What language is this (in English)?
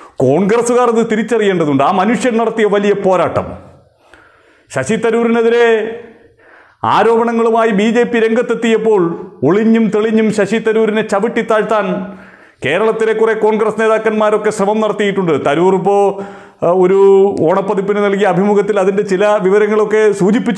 Malayalam